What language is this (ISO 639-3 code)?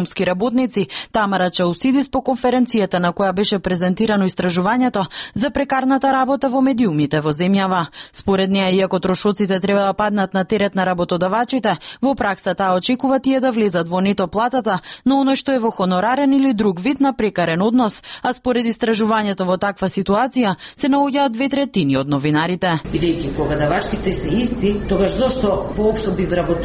mkd